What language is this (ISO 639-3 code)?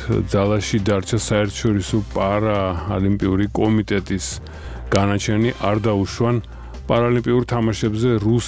kat